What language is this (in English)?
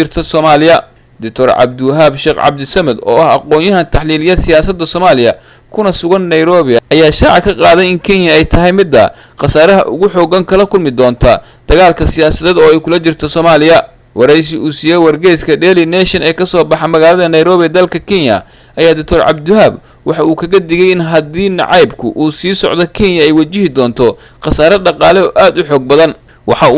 Somali